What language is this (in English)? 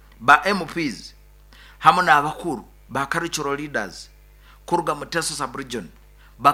Nyoro